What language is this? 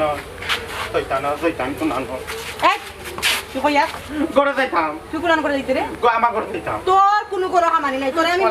Sylheti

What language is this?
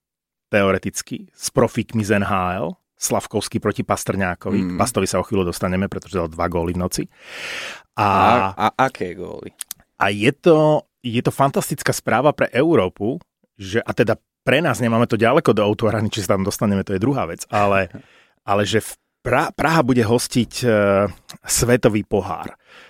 Slovak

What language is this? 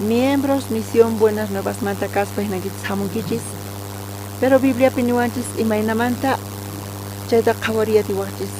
South Bolivian Quechua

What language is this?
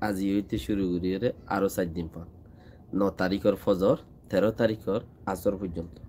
Rohingya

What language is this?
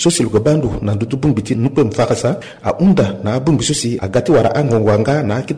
Sango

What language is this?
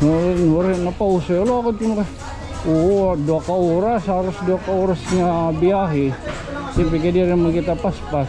Waray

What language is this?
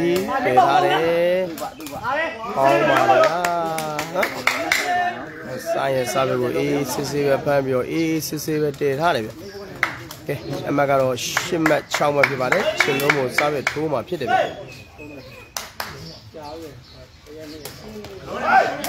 Burmese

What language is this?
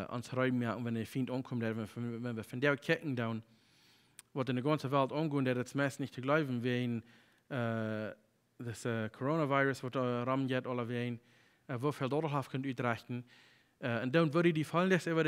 Plautdietsch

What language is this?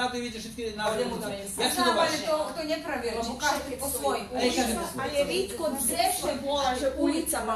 Rusyn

